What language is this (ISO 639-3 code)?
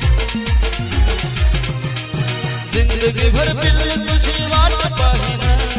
mar